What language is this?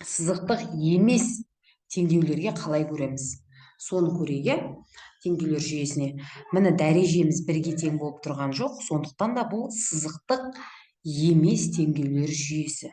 Kazakh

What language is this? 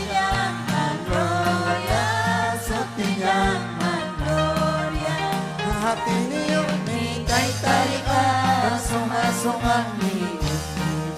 Ayacucho Quechua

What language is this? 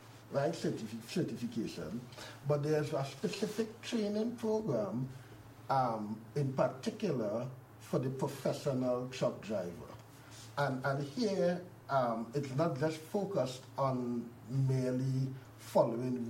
English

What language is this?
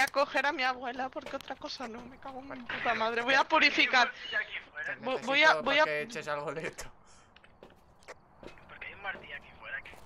Spanish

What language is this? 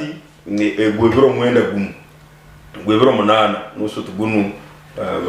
Nyankole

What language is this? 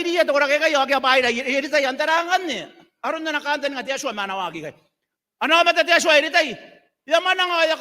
Gilbertese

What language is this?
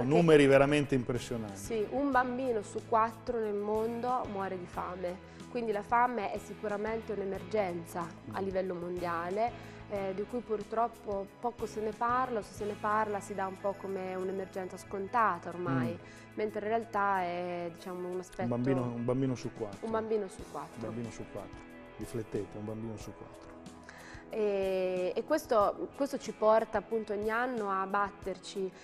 Italian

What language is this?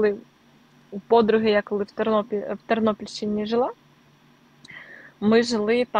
Ukrainian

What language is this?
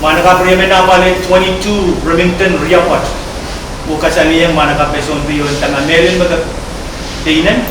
Pohnpeian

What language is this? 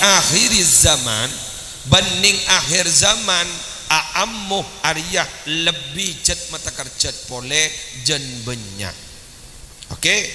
Madurese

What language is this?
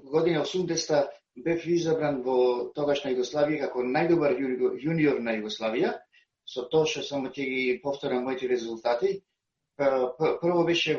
Macedonian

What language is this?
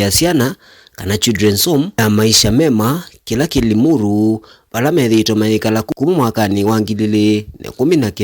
Kamba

